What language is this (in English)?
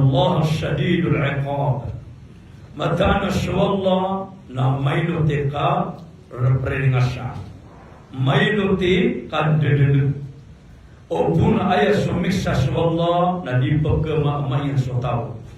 Maranao